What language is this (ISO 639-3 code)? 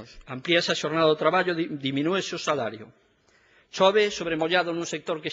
glg